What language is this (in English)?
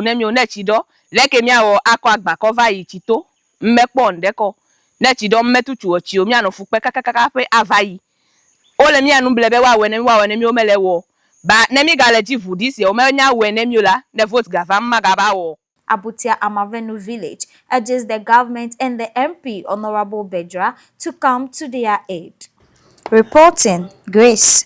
Ewe